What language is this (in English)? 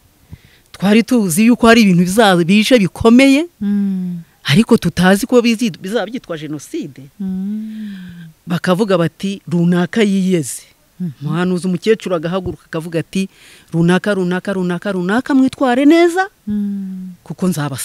Kinyarwanda